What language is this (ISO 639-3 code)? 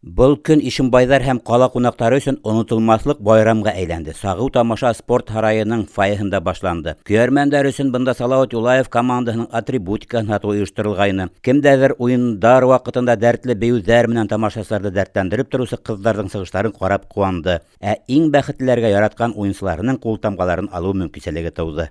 bak